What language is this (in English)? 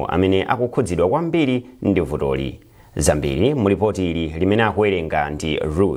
Nyanja